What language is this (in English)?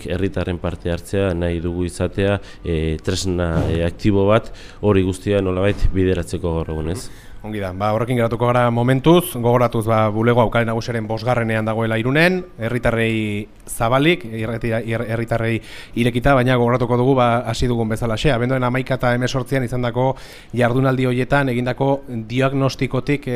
Basque